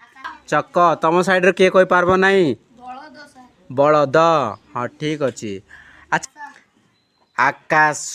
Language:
Odia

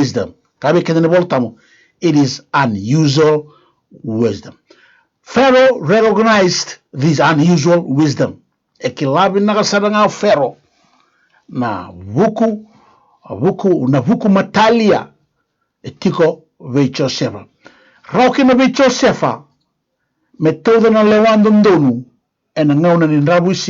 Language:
Fijian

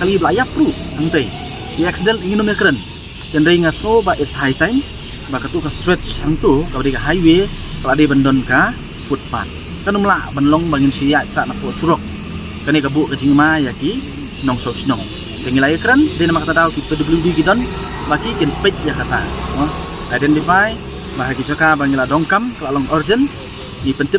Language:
Khasi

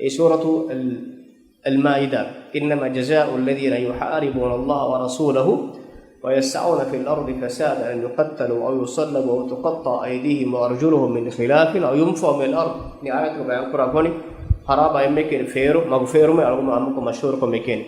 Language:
Divehi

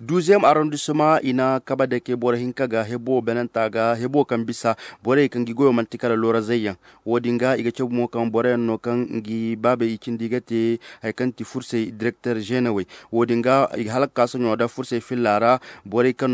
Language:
Zarma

